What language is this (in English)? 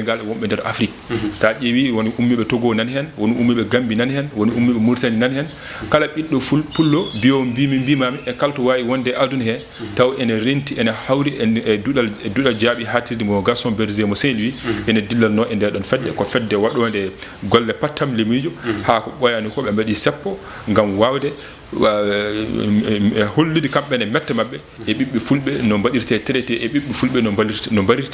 Fula